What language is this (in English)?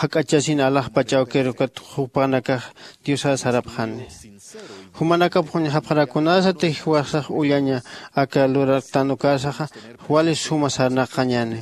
Aymara